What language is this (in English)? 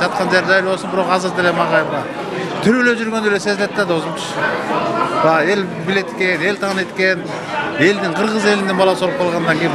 Kyrgyz